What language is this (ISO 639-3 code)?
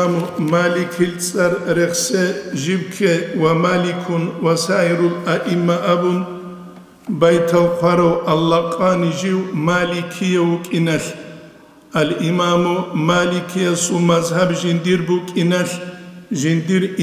ava